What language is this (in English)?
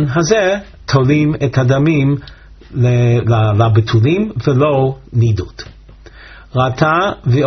Hebrew